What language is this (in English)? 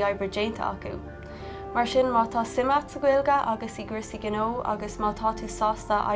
Irish